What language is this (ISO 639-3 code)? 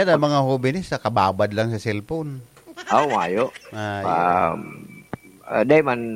bik